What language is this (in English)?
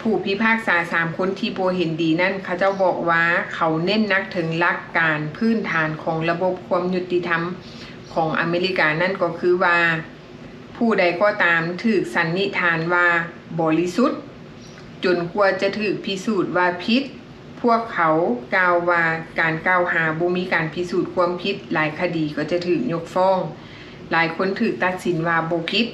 Lao